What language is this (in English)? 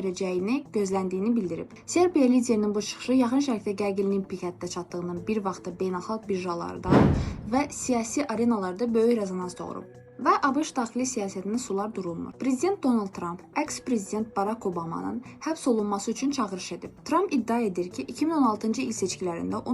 Azerbaijani